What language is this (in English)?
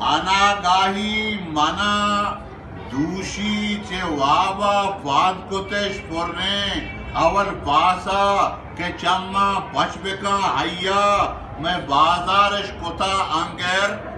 Eastern Balochi